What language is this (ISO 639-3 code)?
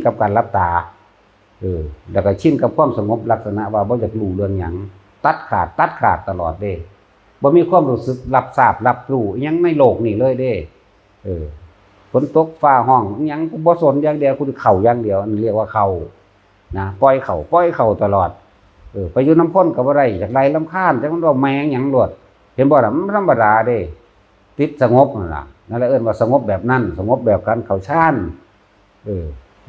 tts